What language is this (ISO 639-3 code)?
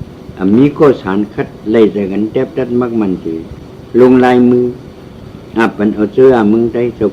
shn